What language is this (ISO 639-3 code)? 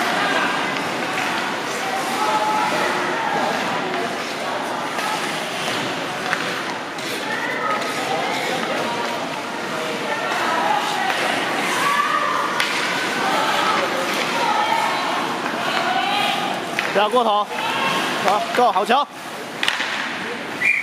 zho